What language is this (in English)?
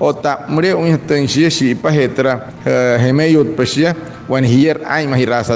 Wayuu